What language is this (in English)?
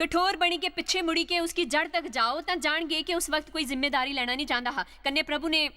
Dogri